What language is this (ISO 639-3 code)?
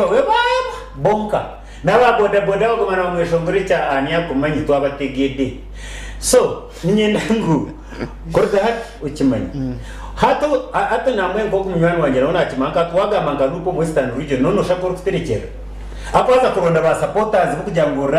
nyn